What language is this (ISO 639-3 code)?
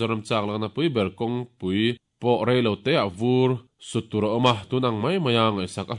lus